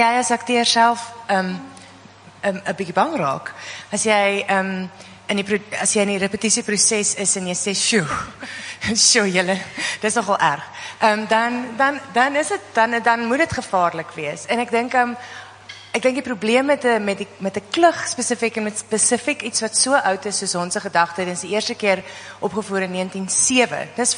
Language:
Afrikaans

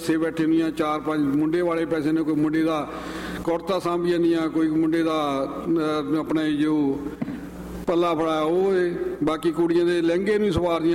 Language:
Punjabi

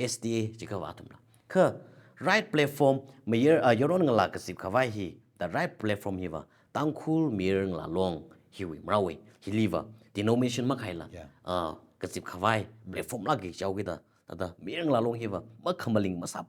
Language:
Tangkhul Naga (India)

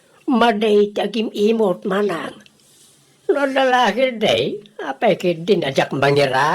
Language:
Iloko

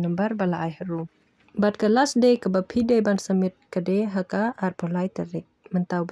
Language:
Khasi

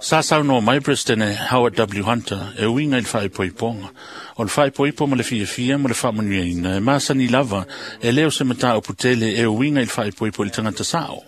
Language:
Samoan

